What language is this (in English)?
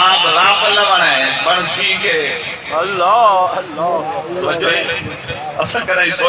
Saraiki